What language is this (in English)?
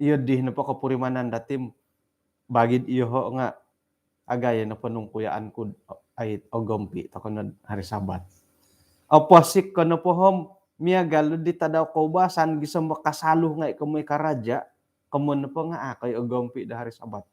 Central Dusun